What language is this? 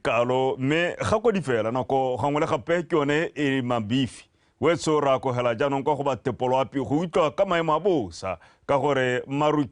Tswana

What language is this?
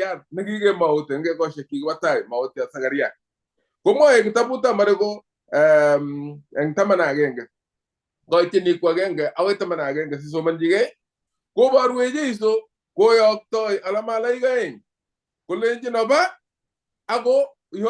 Kalenjin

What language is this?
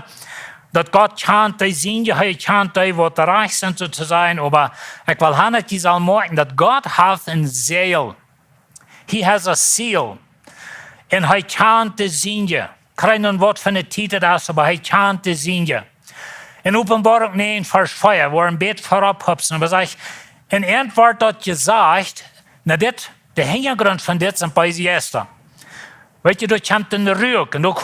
Plautdietsch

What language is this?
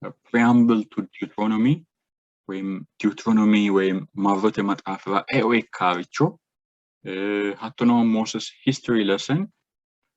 Sidamo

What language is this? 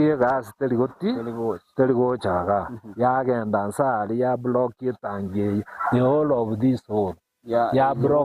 Gusii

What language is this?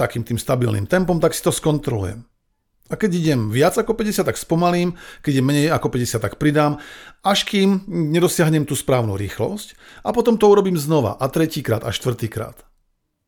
Slovak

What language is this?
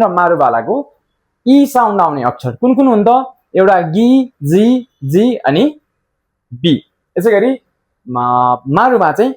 Nepali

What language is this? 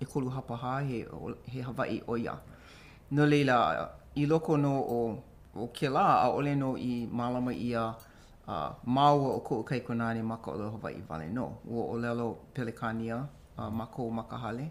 Hawaiian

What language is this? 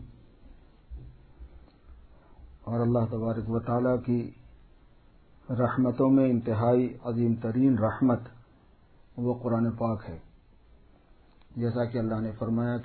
Urdu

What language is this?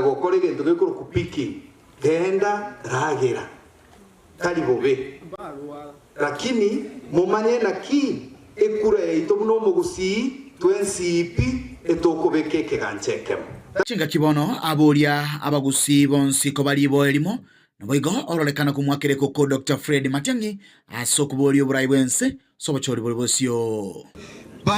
Gusii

